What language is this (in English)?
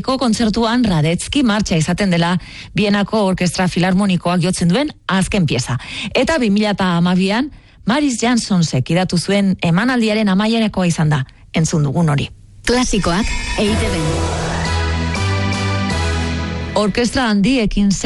Basque